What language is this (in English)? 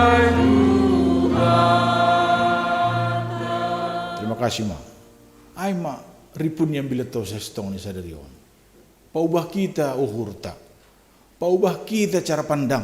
Batak Simalungun